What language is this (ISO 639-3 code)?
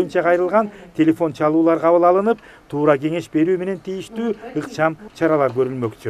kir